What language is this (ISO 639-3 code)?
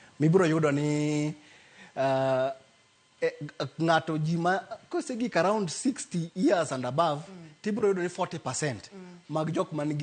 luo